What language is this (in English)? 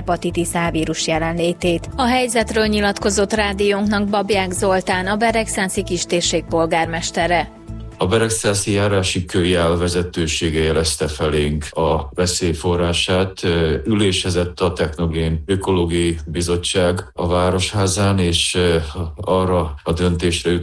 Hungarian